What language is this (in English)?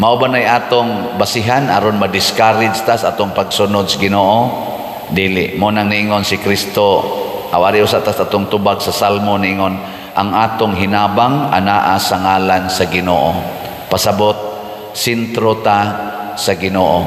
Cebuano